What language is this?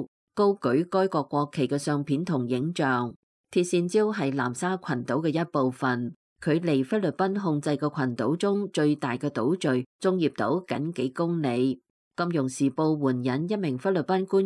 Cantonese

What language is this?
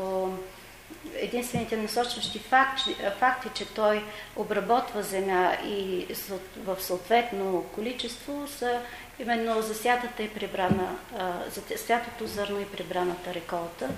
Bulgarian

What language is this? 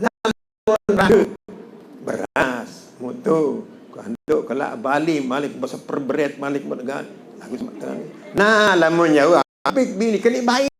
Sasak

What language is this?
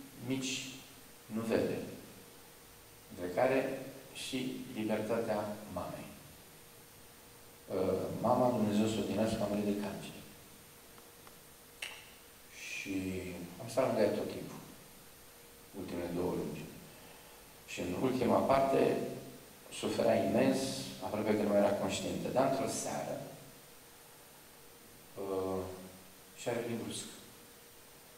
Romanian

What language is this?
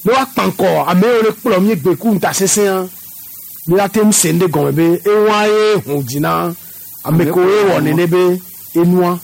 Gen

